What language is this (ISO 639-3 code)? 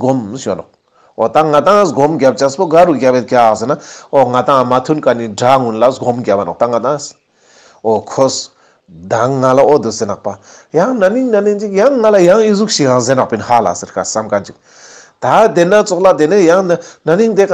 lbj